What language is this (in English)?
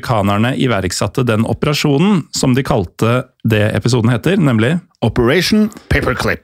Norwegian